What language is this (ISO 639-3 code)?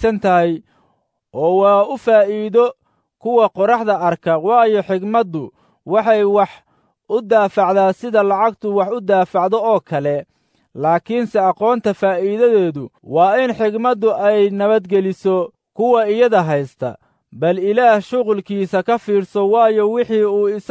som